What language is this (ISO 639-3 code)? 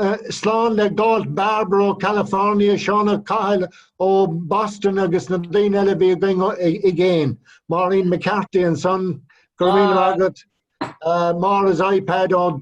gle